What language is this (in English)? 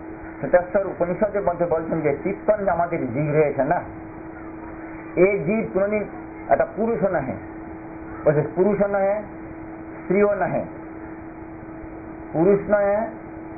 Bangla